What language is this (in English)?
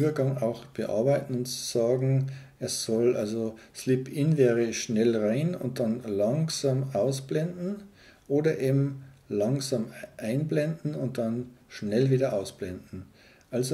German